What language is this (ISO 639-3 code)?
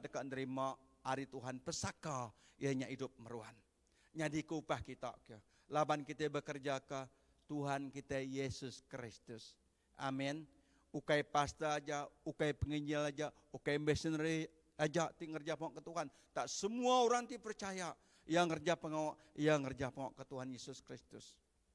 iba